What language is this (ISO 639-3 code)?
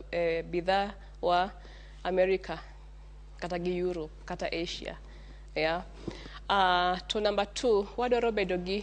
luo